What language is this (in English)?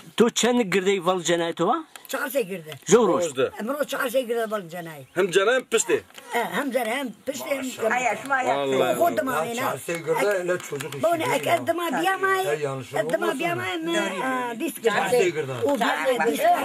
Zaza